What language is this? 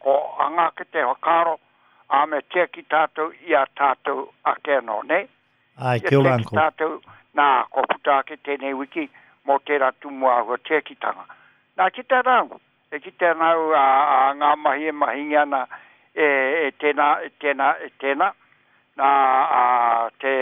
Māori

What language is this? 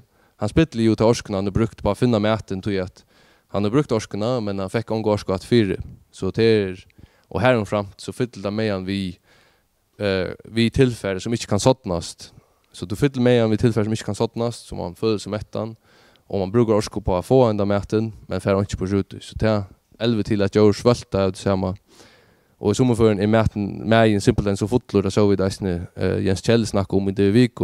Faroese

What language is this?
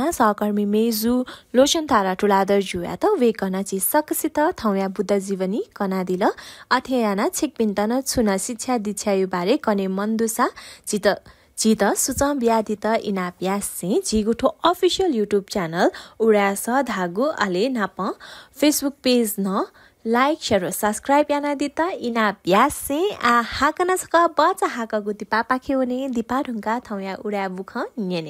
Newari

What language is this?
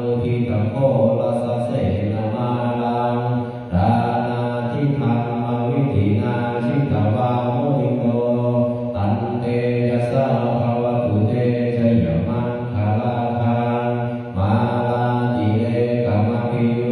Pali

